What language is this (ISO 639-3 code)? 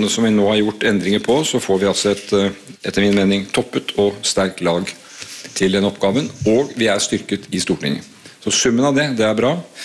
nor